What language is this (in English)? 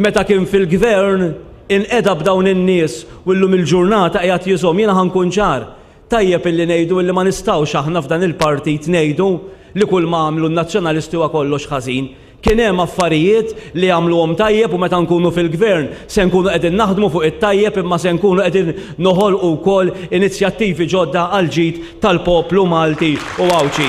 Maltese